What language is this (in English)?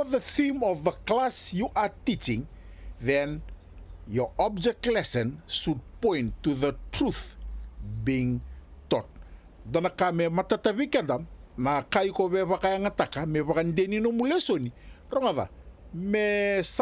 Fijian